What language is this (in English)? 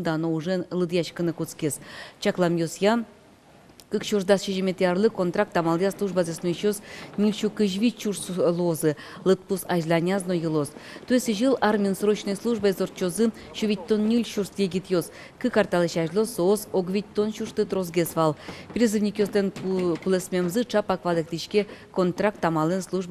Udmurt